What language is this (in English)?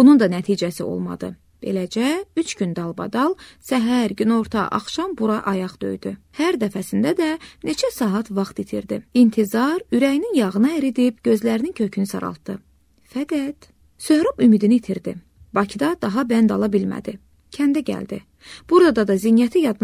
Azerbaijani